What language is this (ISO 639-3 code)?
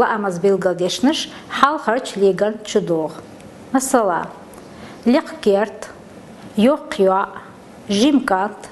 che